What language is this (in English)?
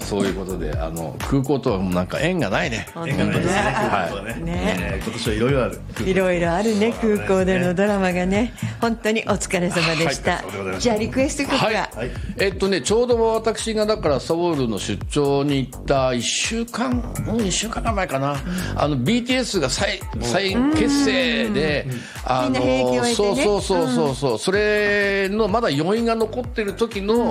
Japanese